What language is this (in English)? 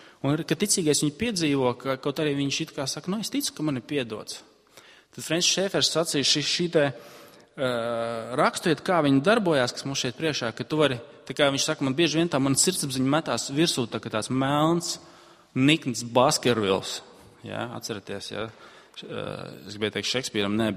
Latvian